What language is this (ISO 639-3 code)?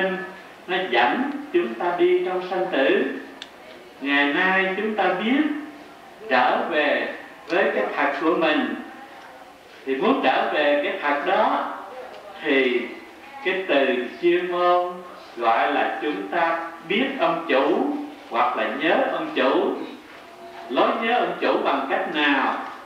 vie